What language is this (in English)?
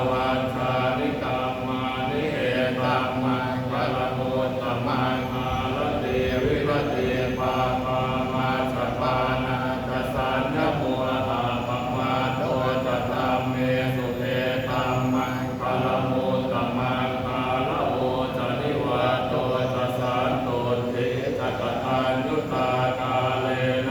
Pali